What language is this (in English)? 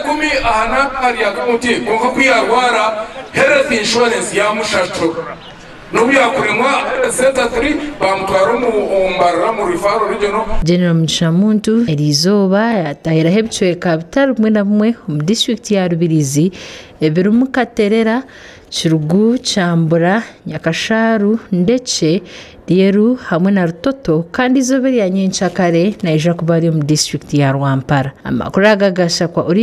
Nyankole